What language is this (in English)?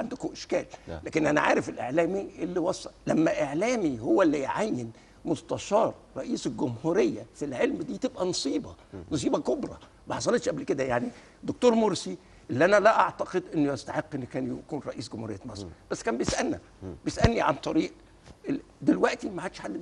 Egyptian Arabic